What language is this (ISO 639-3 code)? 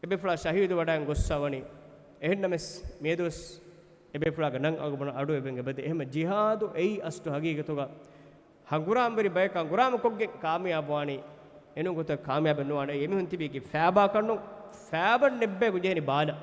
div